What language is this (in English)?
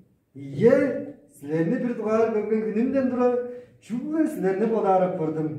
Tuvinian